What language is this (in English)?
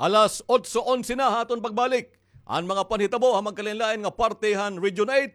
Waray